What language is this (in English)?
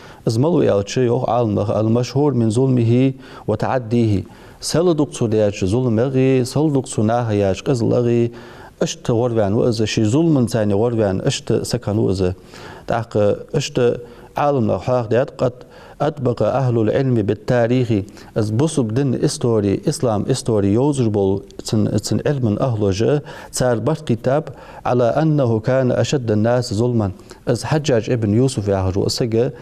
Ingush